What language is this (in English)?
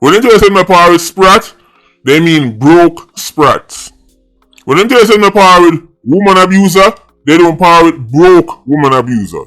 Jamaican Creole English